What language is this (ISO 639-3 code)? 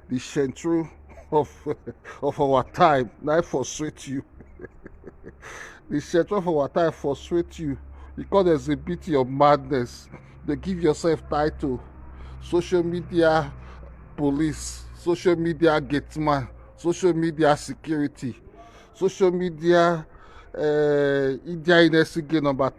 pcm